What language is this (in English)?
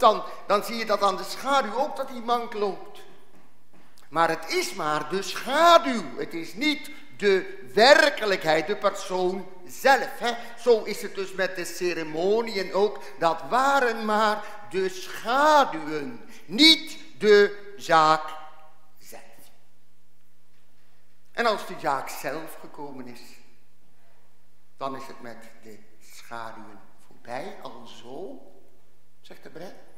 Dutch